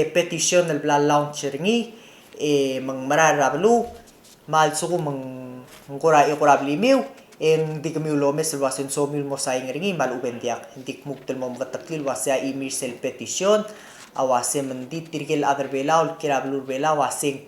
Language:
Palauan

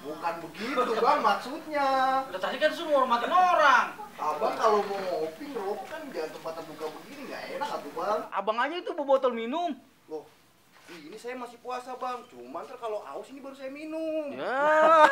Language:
Betawi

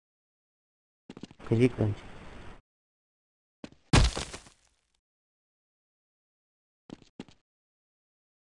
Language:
Bulgarian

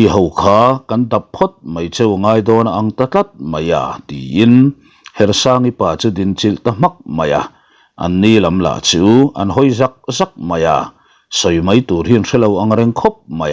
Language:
Mizo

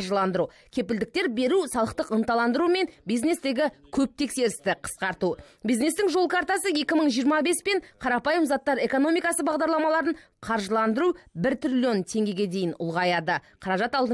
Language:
Kazakh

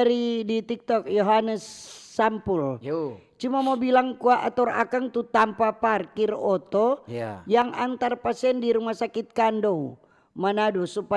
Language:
Manado Malay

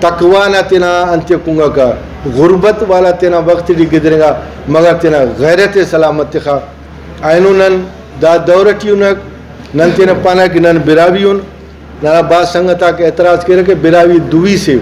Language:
Brahui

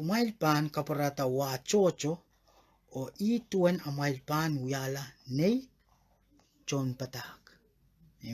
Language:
Pohnpeian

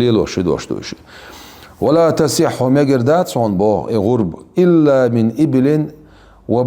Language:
Chechen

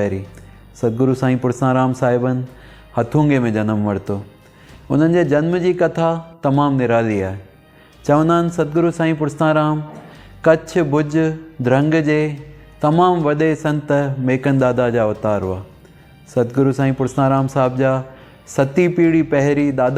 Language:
Sindhi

